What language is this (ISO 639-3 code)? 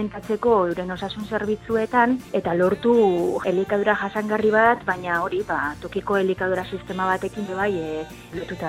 eus